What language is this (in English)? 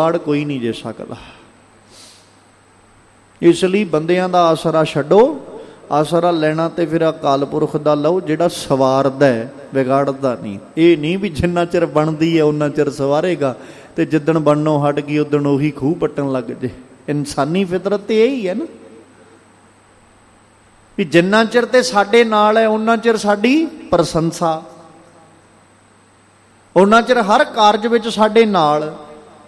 Punjabi